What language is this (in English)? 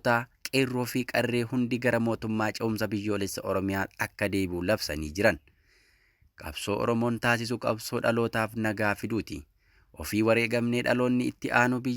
Oromo